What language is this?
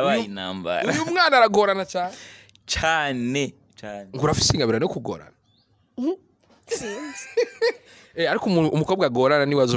Rundi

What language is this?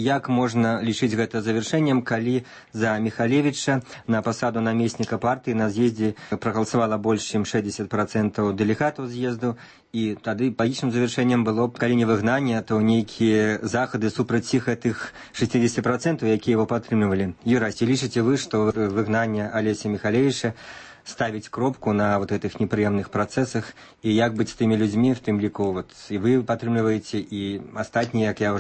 Belarusian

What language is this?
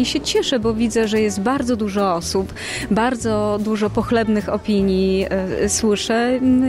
Polish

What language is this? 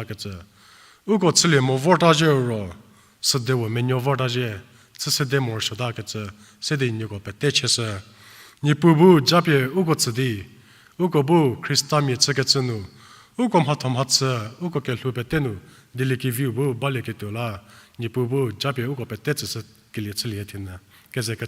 Angami Naga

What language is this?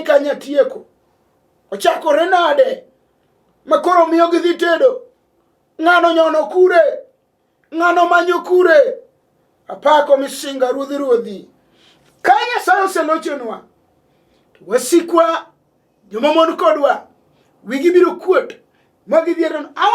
Luo (Kenya and Tanzania)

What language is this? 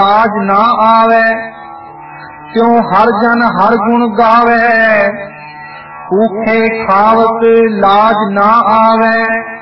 Punjabi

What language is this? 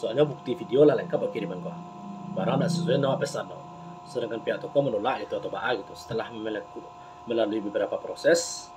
Minangkabau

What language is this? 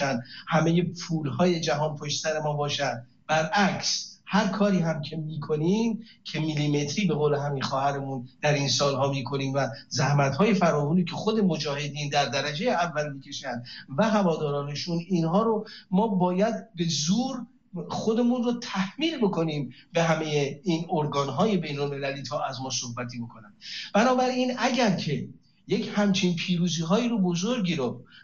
Persian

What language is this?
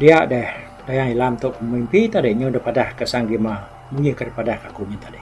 Iban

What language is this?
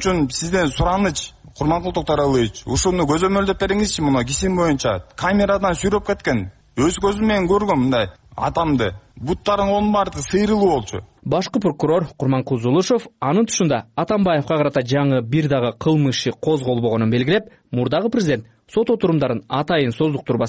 Kyrgyz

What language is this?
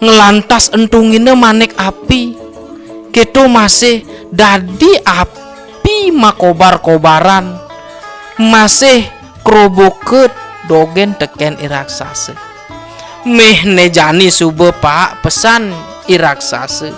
Balinese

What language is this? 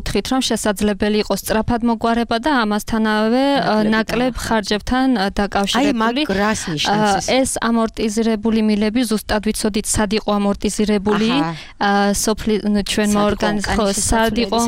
Georgian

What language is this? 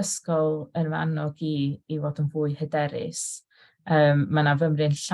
Welsh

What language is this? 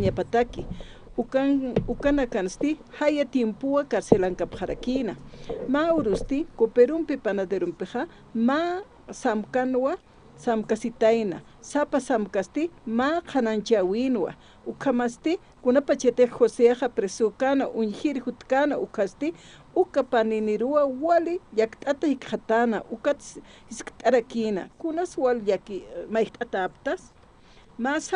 Aymara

